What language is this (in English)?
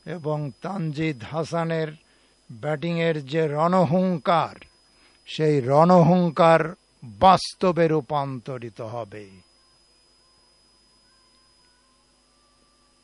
Bangla